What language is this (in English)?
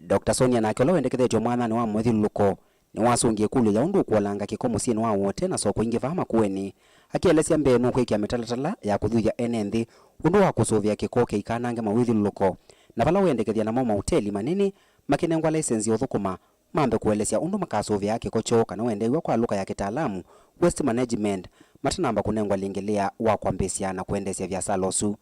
Kamba